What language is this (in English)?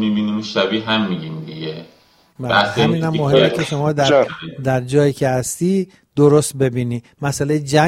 Persian